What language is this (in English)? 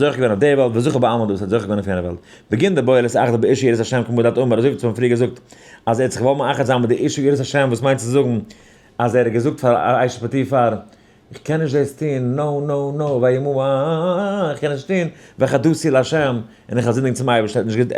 Yiddish